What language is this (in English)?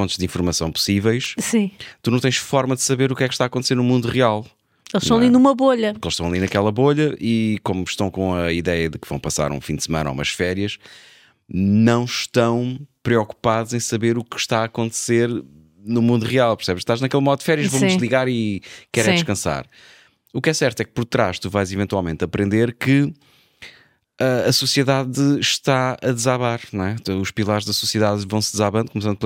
Portuguese